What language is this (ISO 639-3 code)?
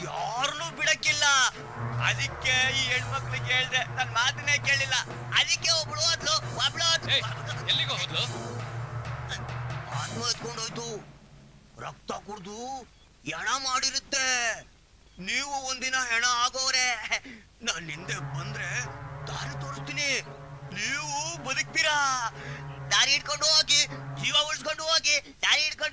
kan